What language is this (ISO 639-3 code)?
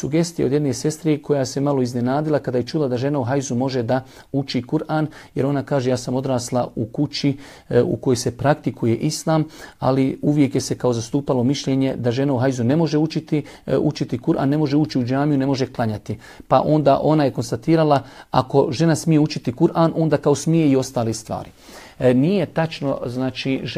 bos